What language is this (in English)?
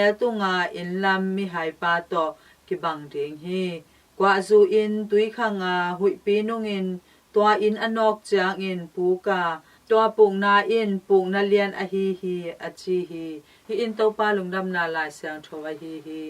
Tedim Chin